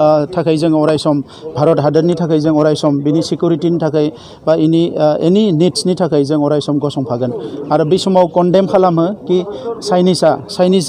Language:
Bodo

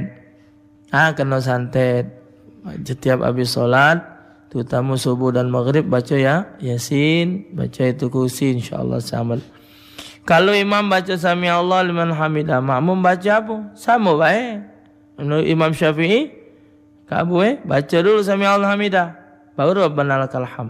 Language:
Musi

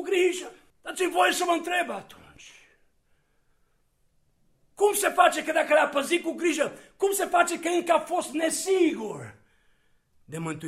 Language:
Romanian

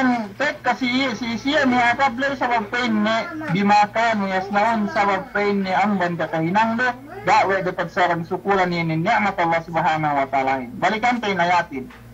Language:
Yakan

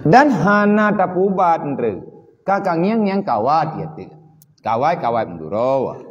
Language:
Achinese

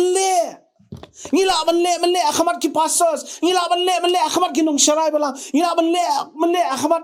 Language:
Khasi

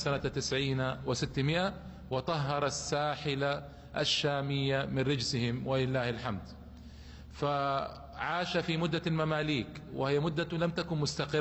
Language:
Arabic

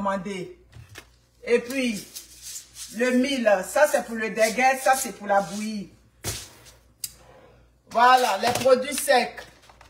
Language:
French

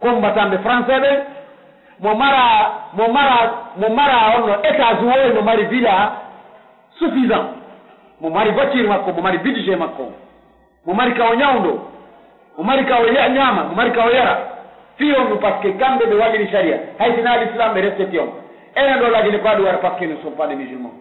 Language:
Pular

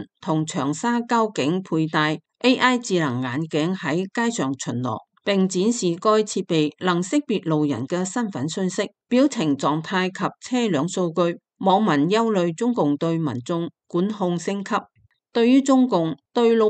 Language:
Cantonese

